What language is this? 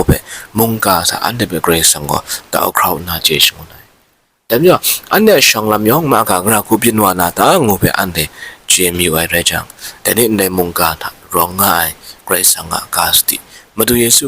Kachin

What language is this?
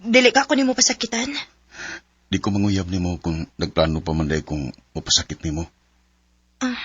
Cebuano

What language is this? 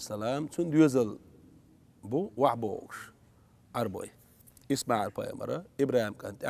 Chechen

